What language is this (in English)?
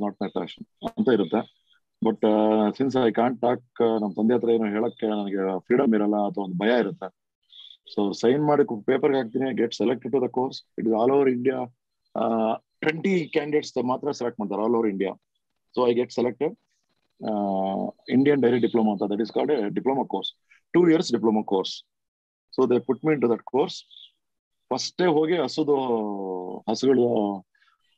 Kannada